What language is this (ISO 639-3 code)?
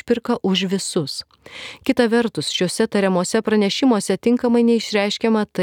lit